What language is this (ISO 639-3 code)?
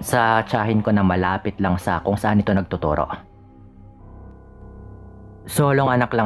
fil